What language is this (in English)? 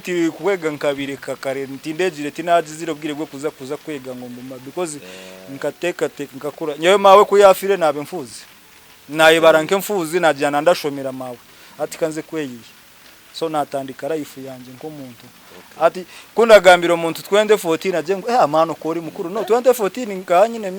Nyankole